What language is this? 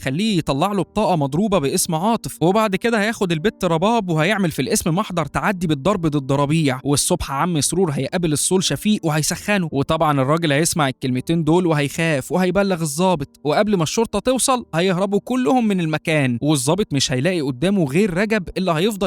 Egyptian Arabic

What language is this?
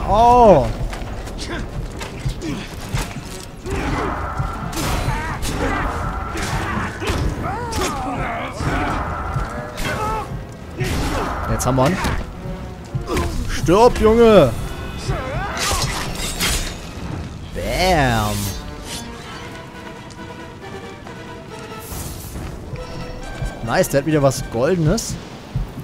German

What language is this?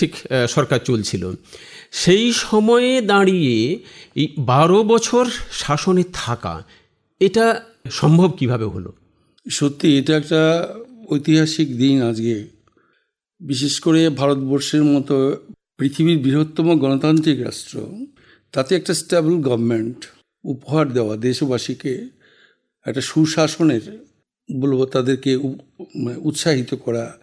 Bangla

